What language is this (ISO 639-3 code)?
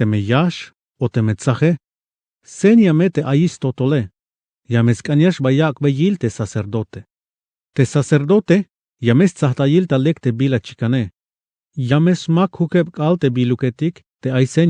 tzh